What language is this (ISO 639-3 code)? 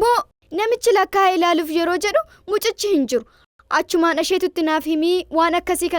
orm